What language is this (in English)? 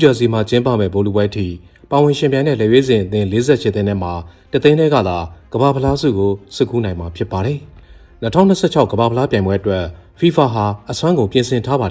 Burmese